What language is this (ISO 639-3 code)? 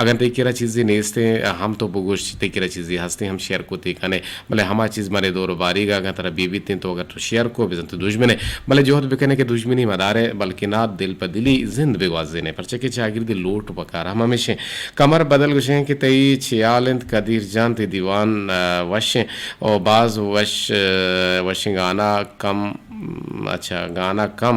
bgp